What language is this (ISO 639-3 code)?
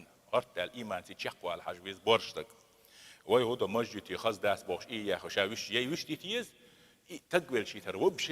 che